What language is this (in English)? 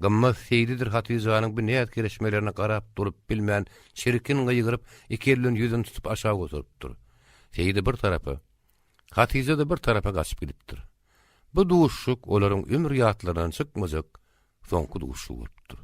Turkmen